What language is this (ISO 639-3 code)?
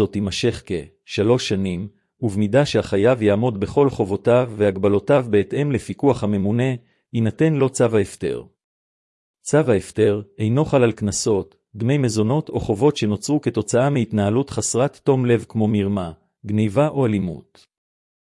heb